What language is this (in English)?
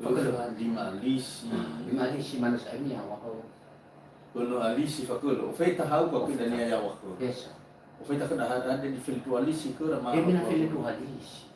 Nias